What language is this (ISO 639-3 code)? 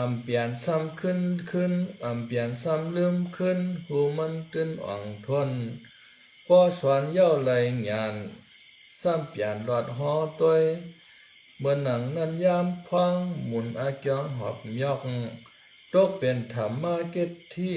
shn